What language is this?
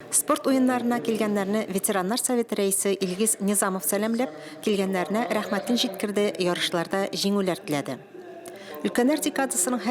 Tatar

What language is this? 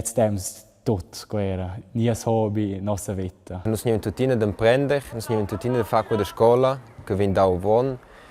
Romansh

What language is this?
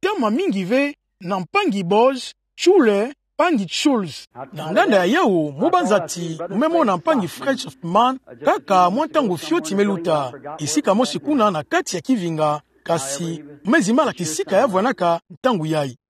Kituba (Democratic Republic of Congo)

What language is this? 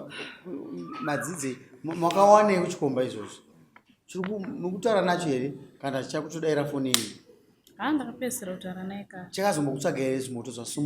Shona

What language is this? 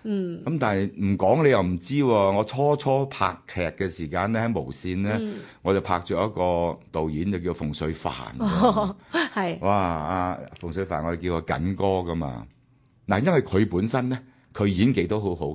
Cantonese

